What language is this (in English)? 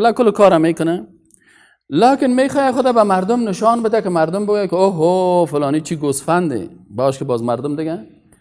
Persian